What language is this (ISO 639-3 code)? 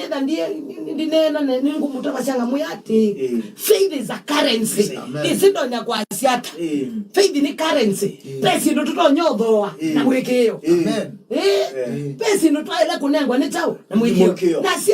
kam